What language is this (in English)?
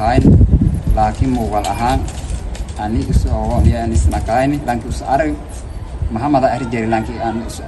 Somali